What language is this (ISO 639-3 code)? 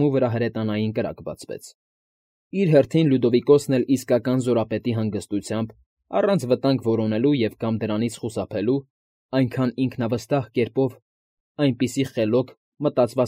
hye